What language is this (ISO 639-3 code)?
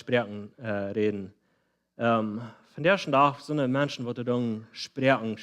pdt